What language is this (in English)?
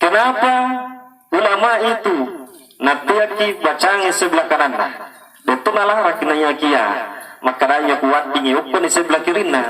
Buginese